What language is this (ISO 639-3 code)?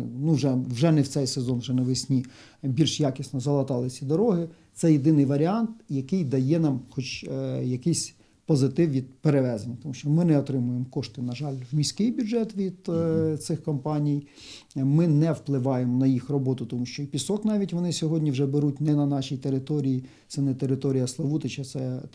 ukr